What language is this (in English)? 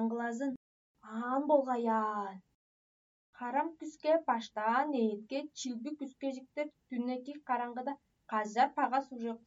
Tuvinian